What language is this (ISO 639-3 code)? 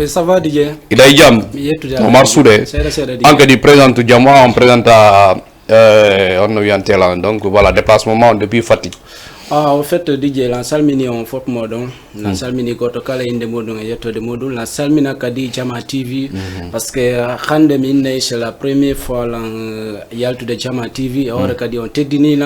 ful